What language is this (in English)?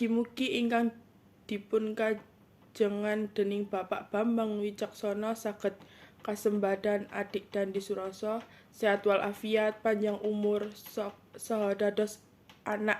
Javanese